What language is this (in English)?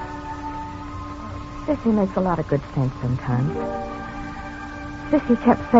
English